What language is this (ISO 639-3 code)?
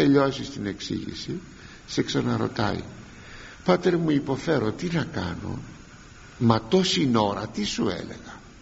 ell